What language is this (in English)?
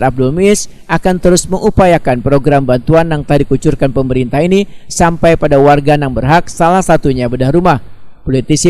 Banjar